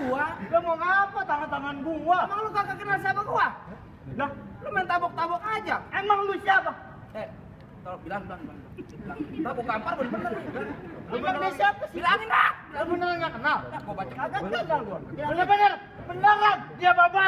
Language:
Betawi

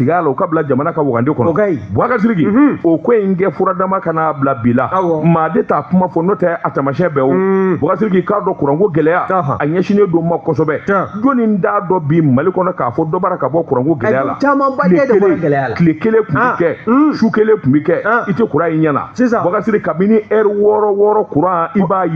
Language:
Bambara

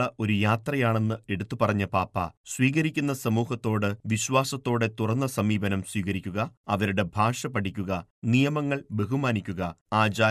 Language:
Malayalam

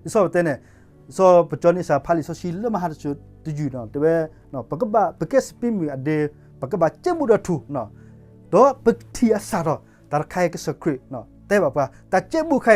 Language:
S'gaw Karen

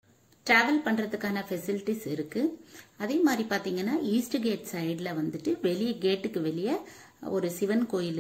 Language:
Tamil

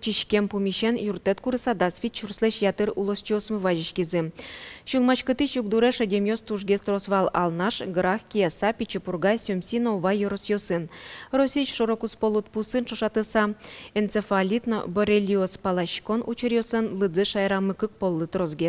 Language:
Udmurt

